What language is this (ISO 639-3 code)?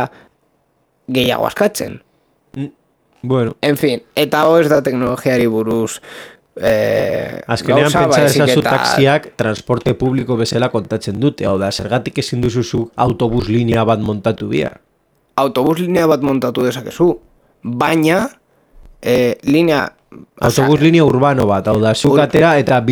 eus